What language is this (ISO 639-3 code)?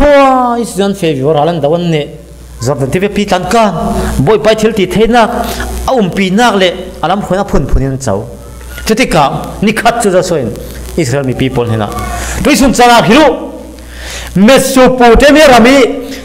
cfm